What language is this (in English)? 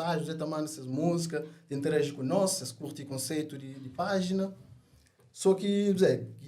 Kabuverdianu